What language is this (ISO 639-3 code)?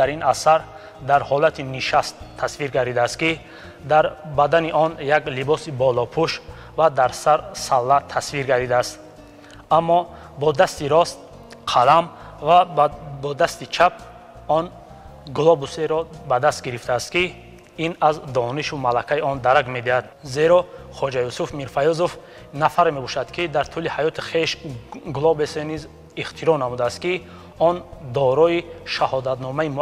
tgk